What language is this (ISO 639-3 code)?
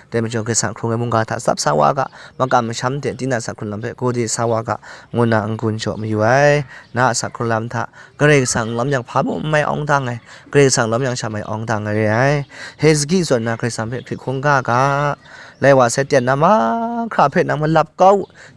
kac